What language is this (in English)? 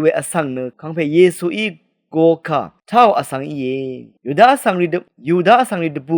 Rawang